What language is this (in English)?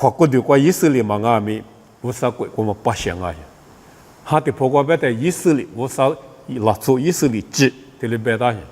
Lisu